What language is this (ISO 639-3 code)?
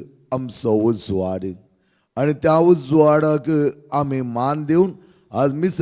kok